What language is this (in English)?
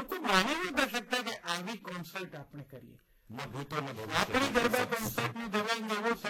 Gujarati